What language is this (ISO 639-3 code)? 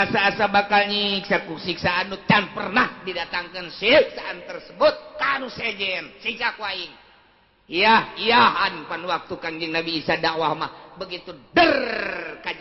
sun